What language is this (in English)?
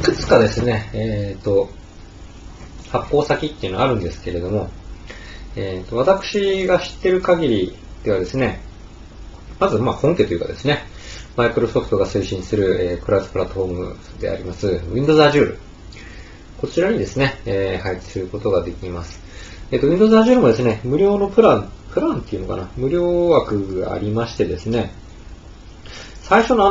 Japanese